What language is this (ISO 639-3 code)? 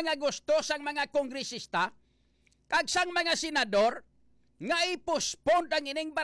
hil